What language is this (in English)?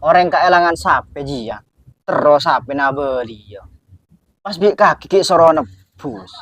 Madurese